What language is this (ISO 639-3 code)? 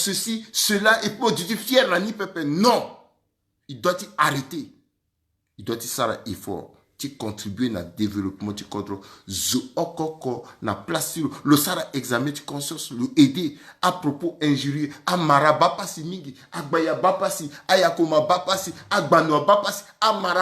sag